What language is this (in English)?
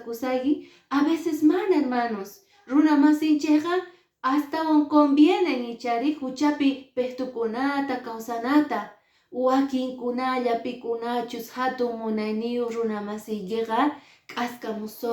Quechua